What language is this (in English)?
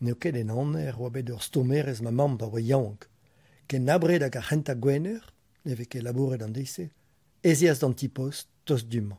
Breton